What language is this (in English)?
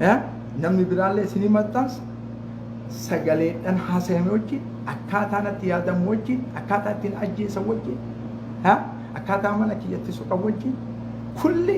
Oromo